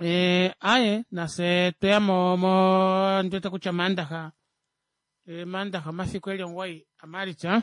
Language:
Kuanyama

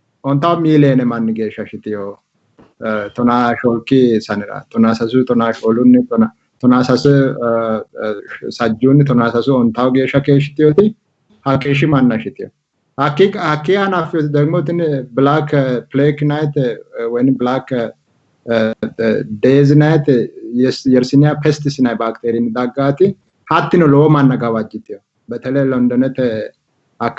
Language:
Sidamo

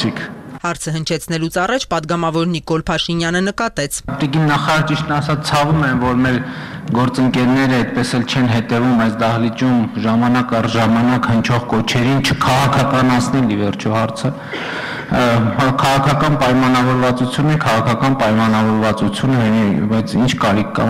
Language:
Armenian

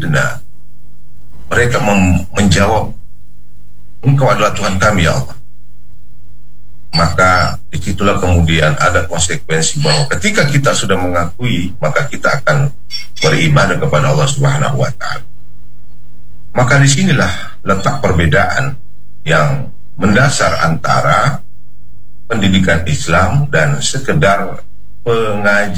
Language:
Indonesian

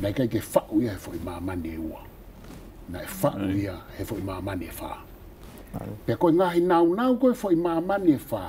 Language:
Tongan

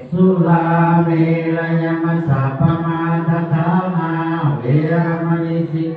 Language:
Pali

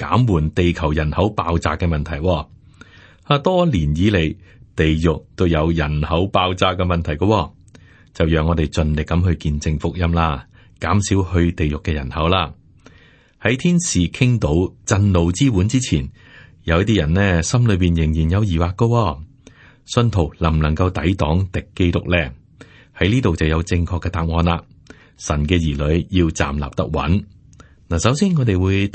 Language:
Cantonese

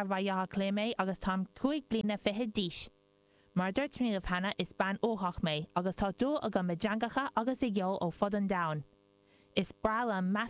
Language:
Irish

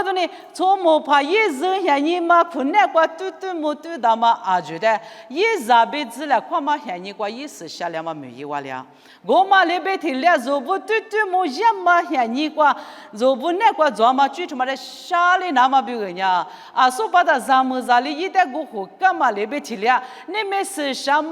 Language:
Lisu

